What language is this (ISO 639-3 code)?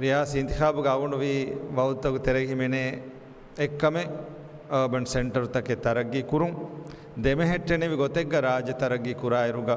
div